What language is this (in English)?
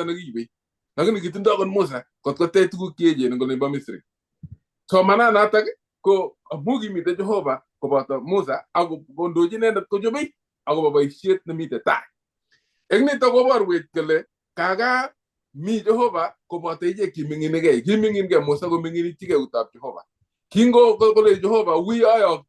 Kalenjin